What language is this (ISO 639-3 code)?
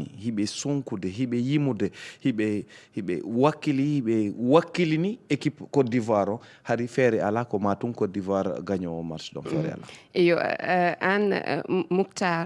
ful